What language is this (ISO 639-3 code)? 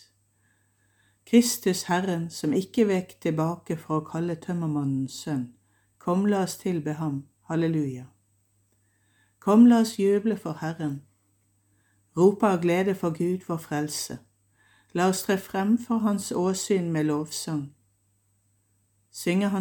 nor